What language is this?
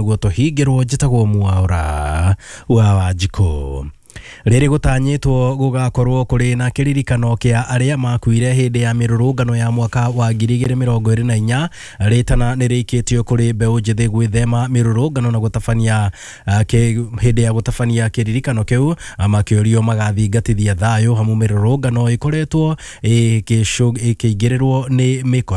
Kikuyu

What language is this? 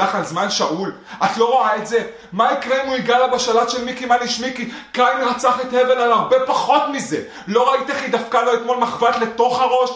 Hebrew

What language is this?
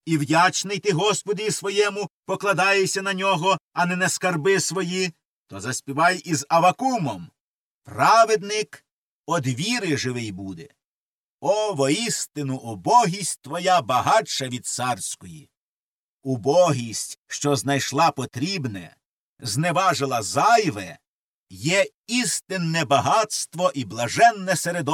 Ukrainian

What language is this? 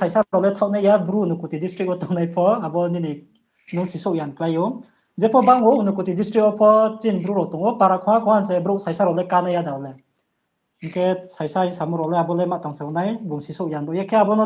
Riang (India)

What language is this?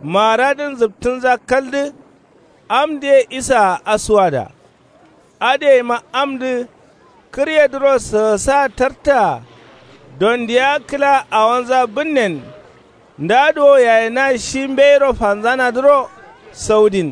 Kanuri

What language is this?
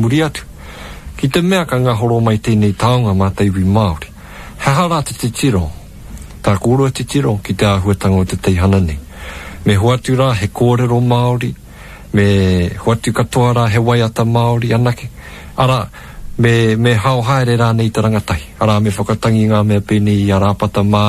Māori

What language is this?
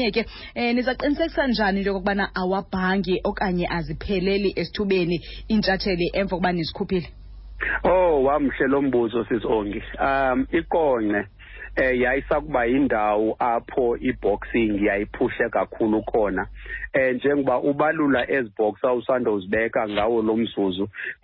Xhosa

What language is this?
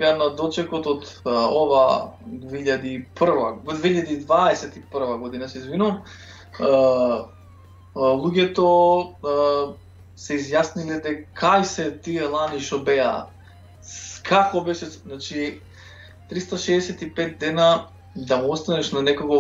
Macedonian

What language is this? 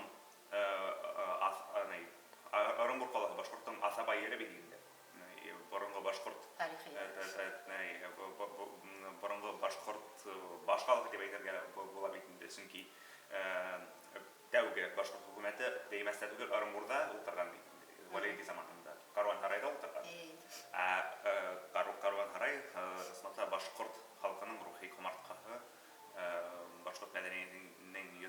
Bashkir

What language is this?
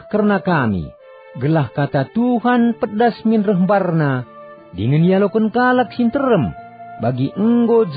Batak Karo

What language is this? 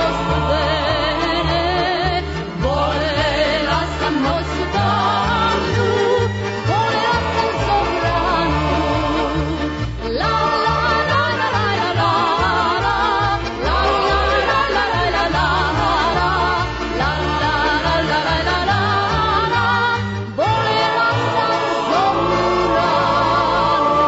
Serbian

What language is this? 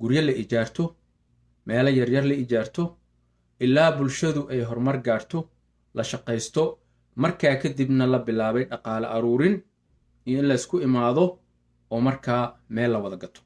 Somali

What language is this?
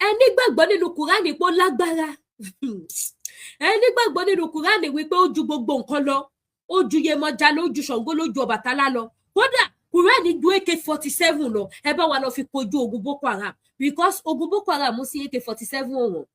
Yoruba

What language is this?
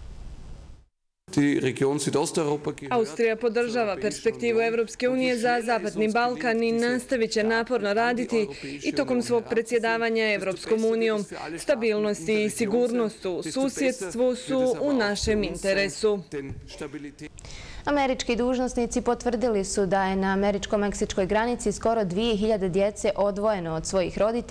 Bosnian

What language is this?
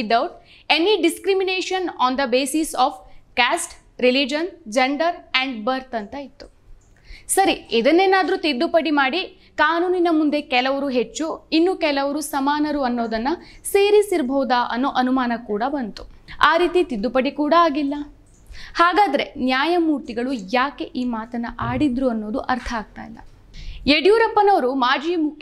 Kannada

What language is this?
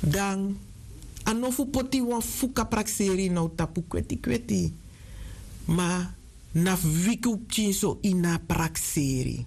Sranan Tongo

